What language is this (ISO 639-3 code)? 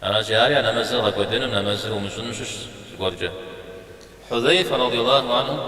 kbd